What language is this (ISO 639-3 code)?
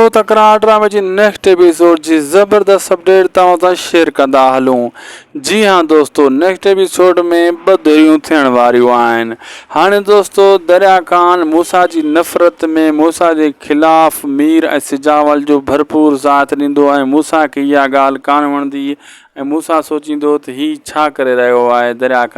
snd